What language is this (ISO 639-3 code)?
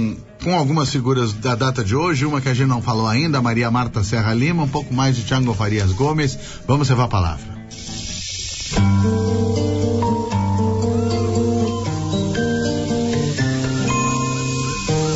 por